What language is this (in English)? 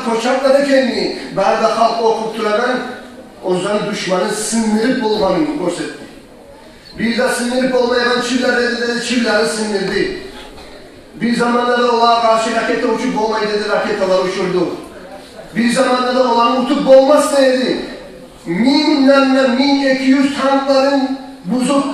Kumyk